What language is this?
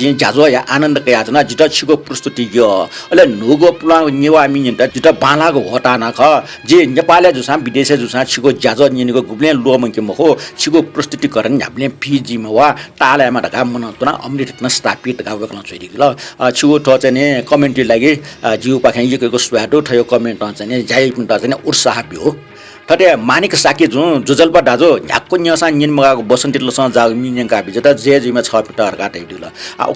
Newari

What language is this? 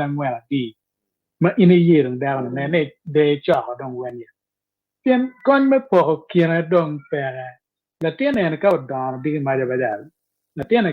Acoli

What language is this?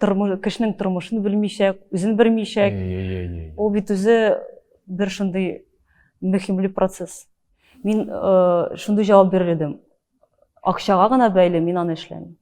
Tatar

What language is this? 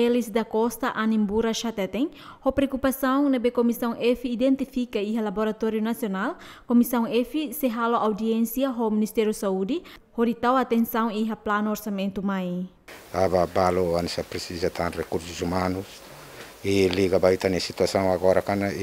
Tetum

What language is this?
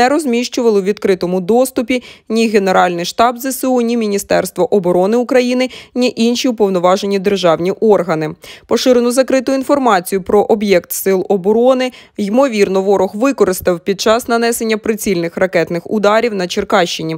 Ukrainian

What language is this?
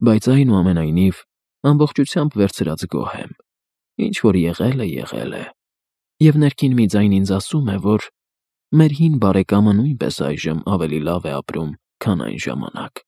Armenian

